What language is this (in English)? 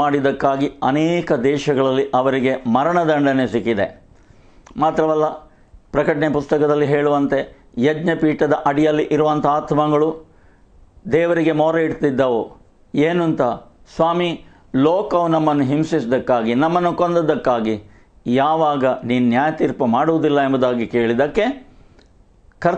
Kannada